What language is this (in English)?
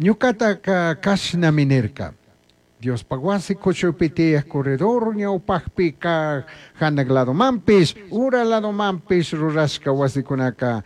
Chimborazo Highland Quichua